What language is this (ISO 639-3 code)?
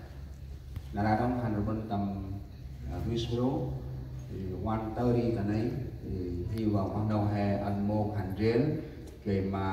cmo